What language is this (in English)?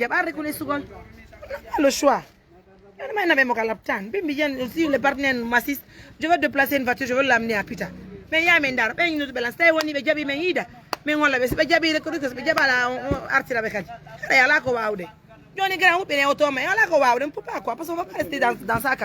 Pular